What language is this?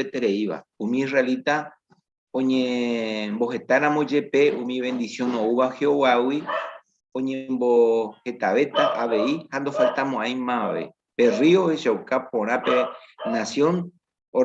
Guarani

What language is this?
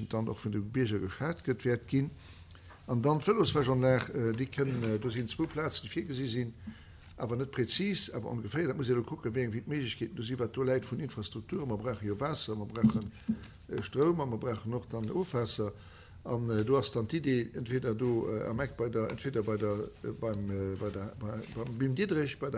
Luxembourgish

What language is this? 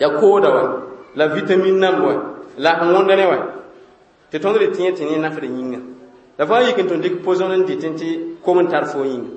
Mossi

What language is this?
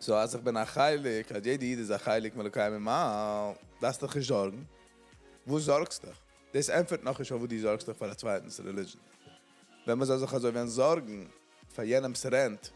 Yiddish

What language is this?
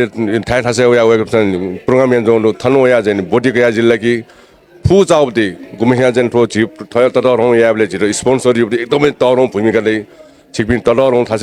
Newari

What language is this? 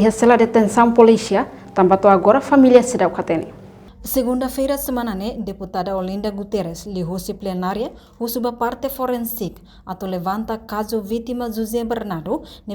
Tetum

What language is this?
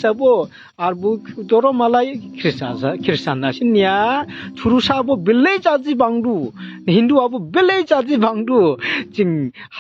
Dimasa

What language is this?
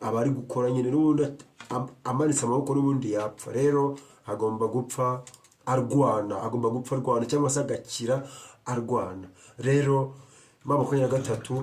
Kinyarwanda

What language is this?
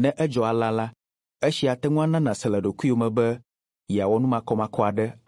Ewe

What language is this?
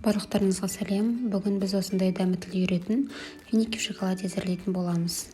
Kazakh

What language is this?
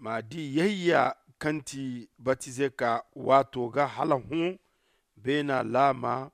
Zarma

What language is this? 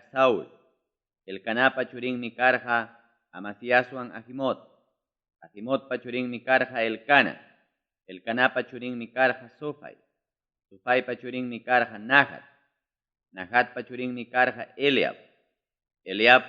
Ayacucho Quechua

